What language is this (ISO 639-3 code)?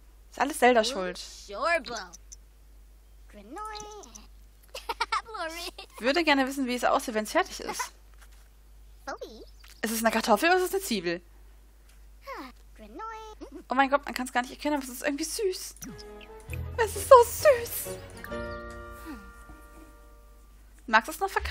deu